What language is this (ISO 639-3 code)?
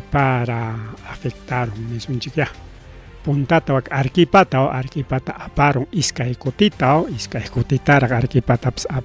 quy